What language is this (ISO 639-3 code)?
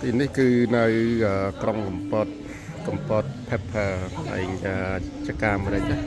khm